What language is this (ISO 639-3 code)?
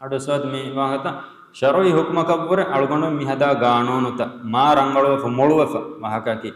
div